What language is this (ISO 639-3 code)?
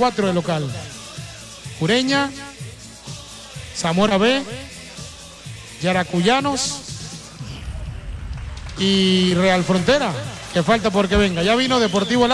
spa